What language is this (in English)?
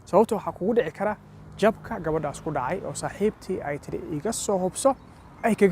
Somali